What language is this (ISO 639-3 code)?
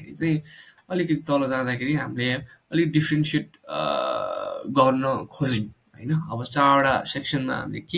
nep